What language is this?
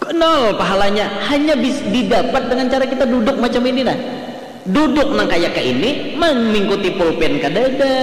Banjar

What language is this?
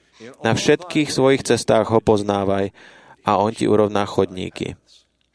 Slovak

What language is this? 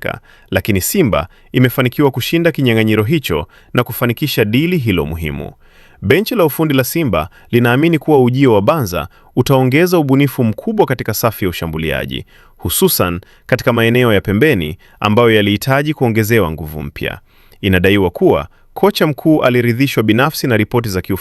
Swahili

